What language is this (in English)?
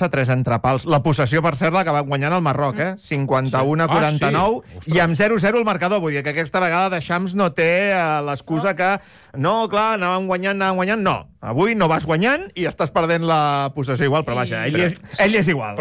Catalan